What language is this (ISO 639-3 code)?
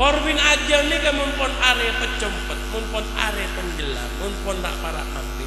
mad